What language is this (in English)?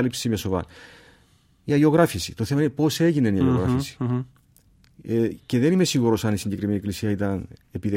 Greek